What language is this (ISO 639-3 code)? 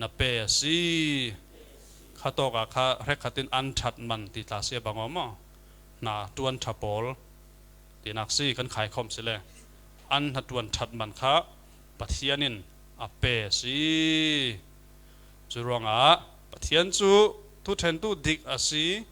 cfm